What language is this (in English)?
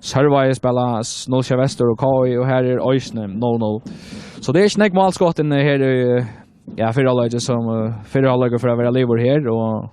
Faroese